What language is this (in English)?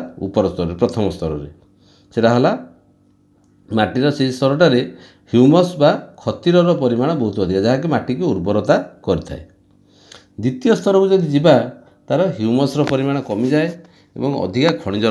Odia